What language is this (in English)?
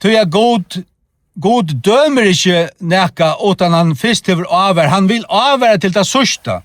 Faroese